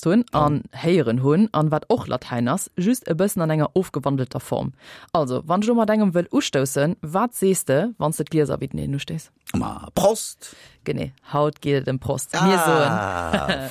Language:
Luxembourgish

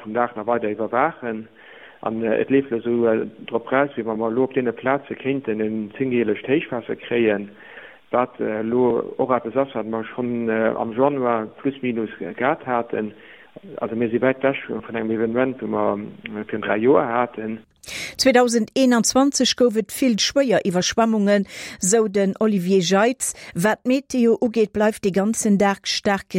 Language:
Luxembourgish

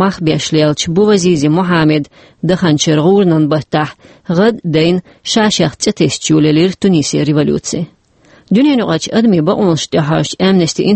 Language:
Chechen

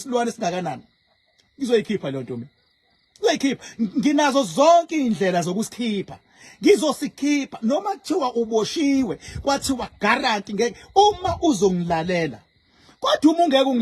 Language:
Zulu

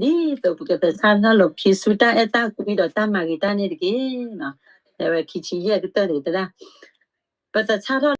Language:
S'gaw Karen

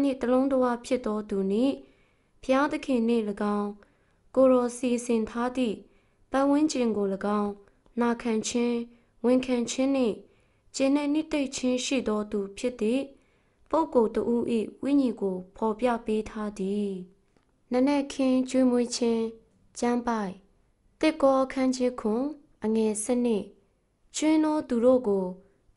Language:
Burmese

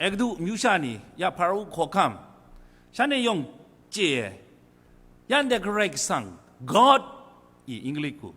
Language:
Kachin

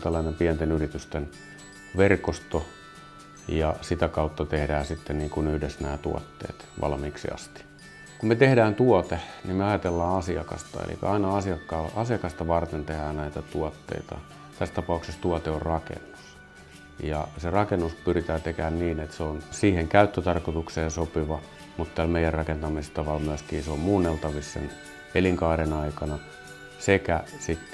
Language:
Finnish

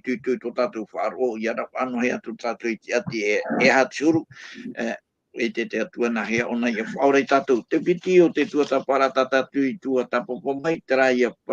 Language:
Tahitian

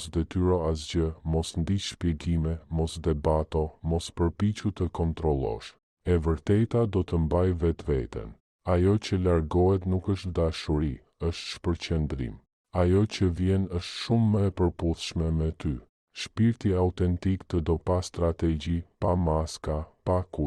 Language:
Albanian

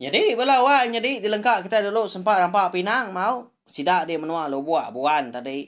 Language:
Iban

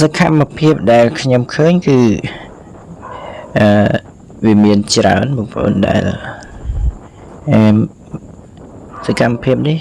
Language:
Khmer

